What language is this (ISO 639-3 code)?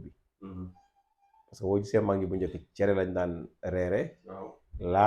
wol